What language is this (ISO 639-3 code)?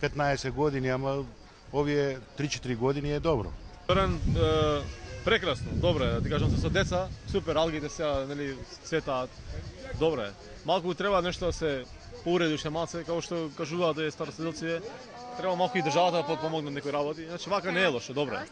mkd